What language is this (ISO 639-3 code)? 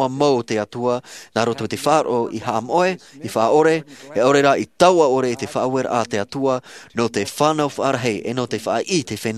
tah